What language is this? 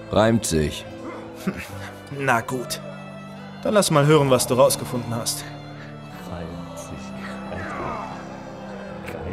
German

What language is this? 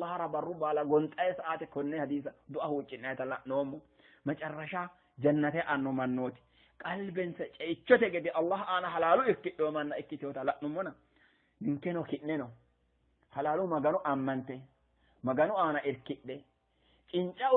Sidamo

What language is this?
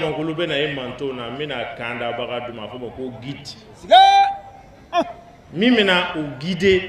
Bambara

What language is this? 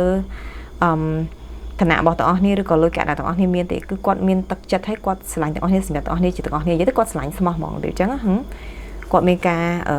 Khmer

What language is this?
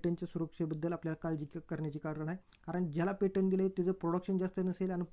Marathi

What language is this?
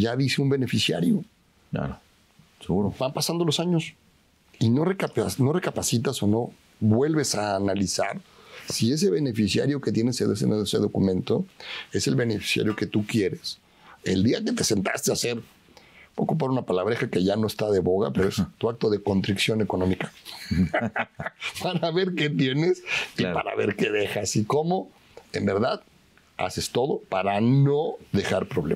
Spanish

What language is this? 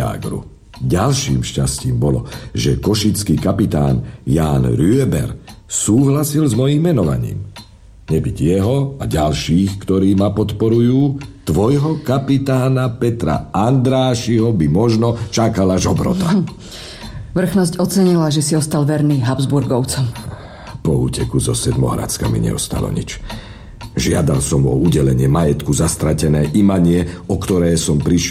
Slovak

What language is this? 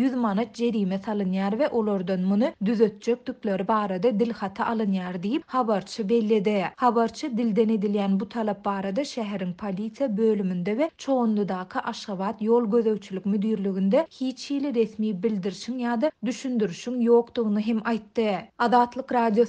Turkmen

